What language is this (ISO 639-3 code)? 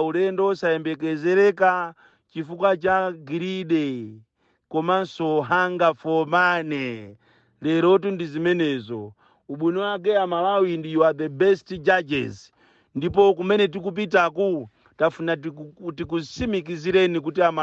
nya